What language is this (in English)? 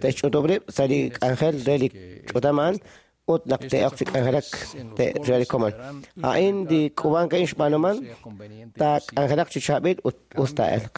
Kekchí